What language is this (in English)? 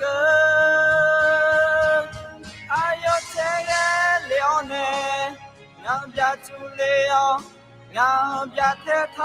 Akha